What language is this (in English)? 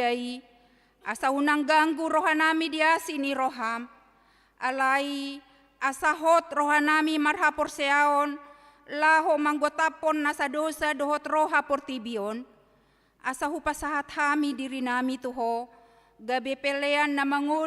Batak Toba